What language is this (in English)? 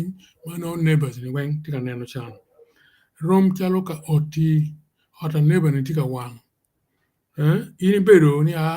Acoli